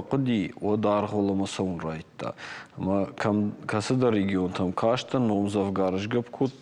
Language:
Ossetic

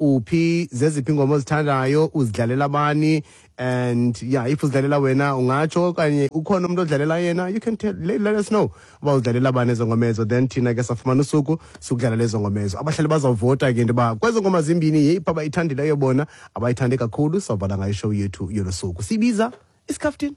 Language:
Xhosa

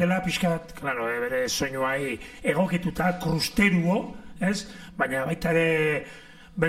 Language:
Basque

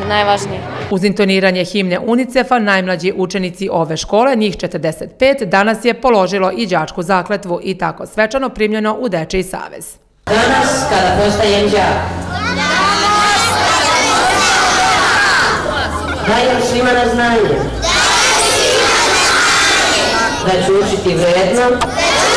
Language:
Serbian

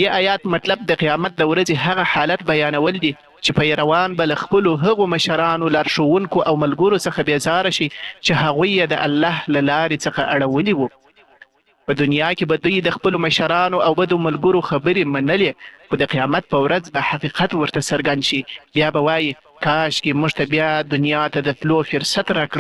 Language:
Pashto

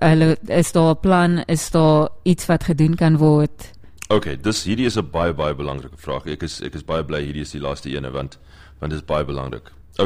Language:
Afrikaans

